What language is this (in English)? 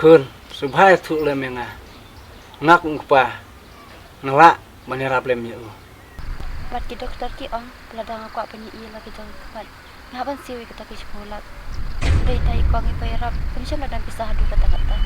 Khasi